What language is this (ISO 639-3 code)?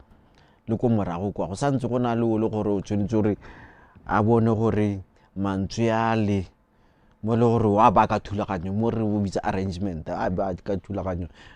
tsn